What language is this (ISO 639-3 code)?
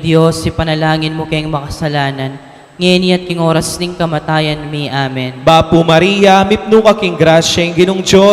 pam